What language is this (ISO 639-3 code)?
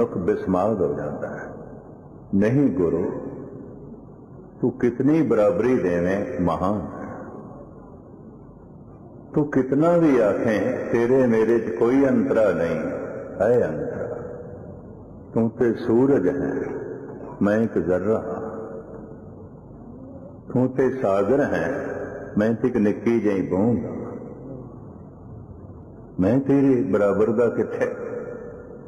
pan